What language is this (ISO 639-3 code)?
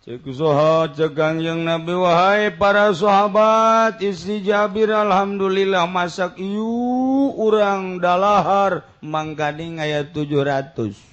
sun